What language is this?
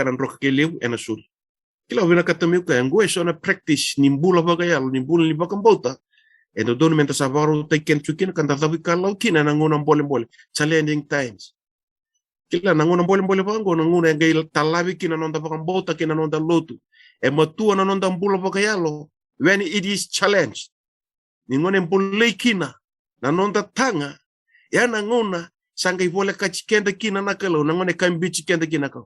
Fijian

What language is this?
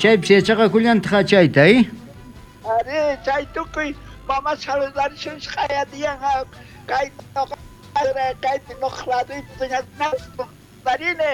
South Bolivian Quechua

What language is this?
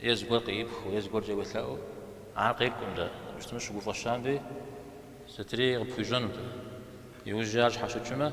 Kabardian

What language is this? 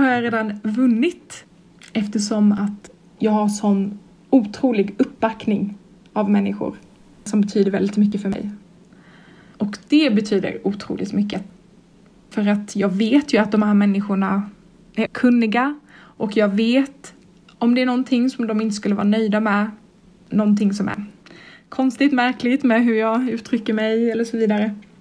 Swedish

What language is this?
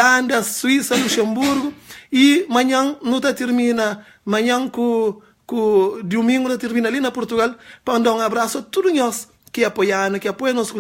Kabuverdianu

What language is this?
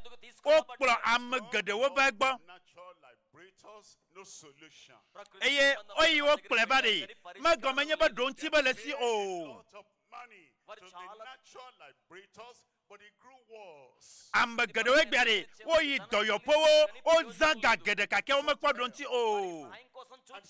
Ewe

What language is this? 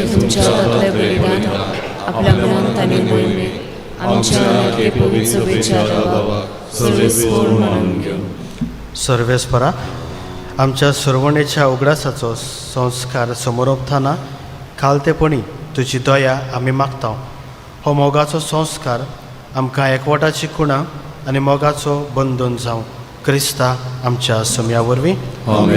Konkani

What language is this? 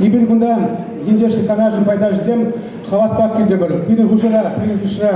Chuvash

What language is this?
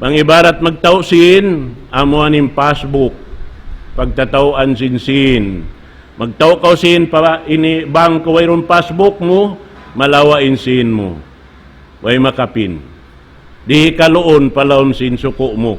Tausug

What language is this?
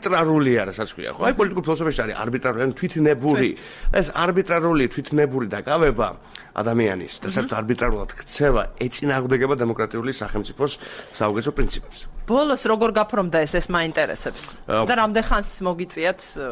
Georgian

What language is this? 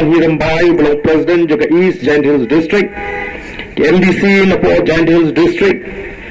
Khasi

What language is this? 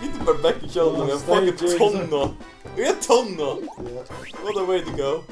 Faroese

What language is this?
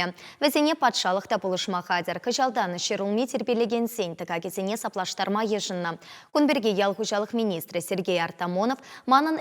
Chuvash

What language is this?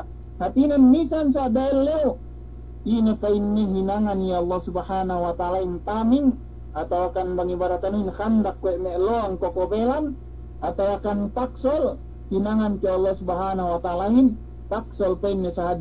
Yakan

